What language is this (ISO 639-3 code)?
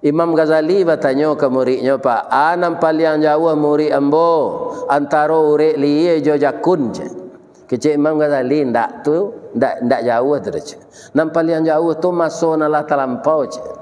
min